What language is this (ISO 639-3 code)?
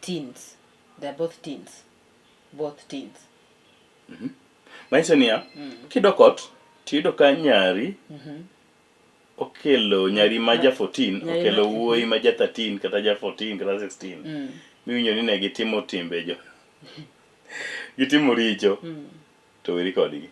luo